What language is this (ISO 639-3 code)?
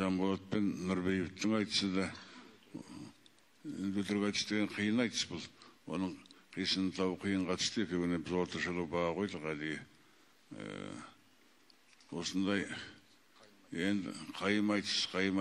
kaz